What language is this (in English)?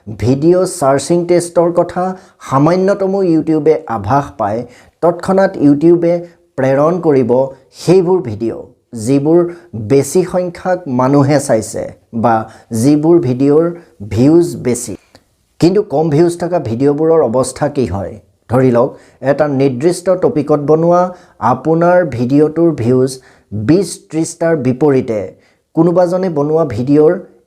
Assamese